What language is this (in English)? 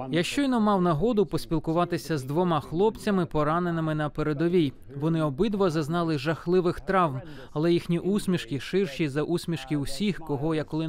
Ukrainian